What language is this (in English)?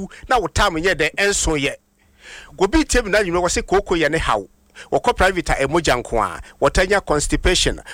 Akan